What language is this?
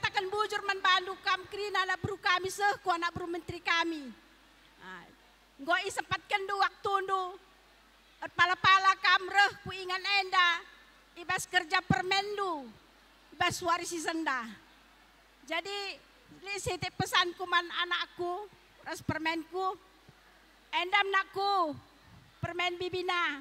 Batak Karo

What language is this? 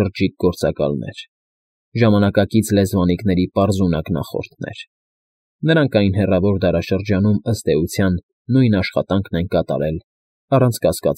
Armenian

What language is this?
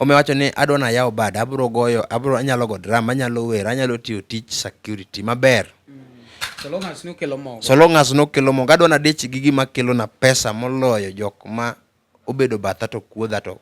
Luo (Kenya and Tanzania)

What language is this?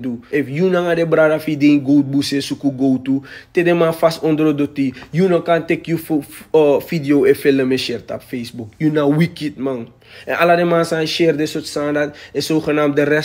Sranan Tongo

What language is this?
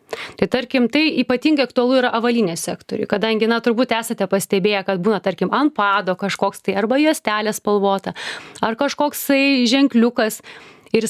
Lithuanian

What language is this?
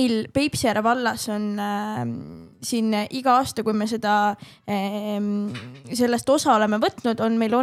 Estonian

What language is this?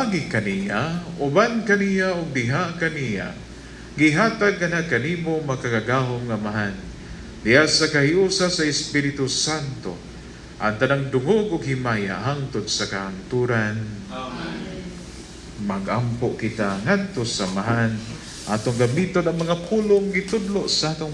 Cebuano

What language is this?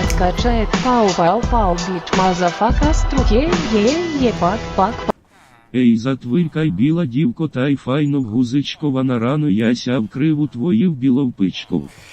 Rusyn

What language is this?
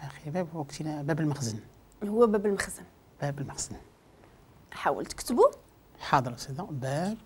Moroccan Arabic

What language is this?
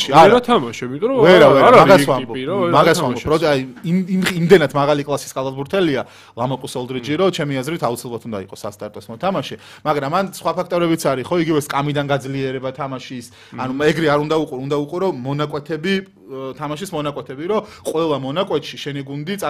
Georgian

